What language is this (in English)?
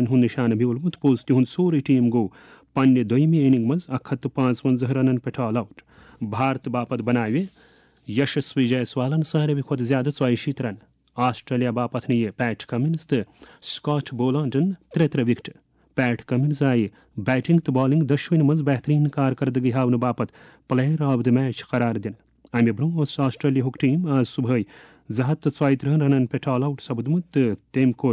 Kashmiri